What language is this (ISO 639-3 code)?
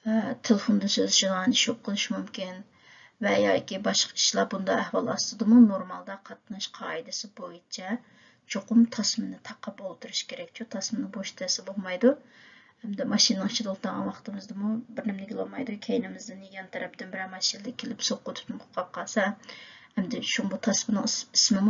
uig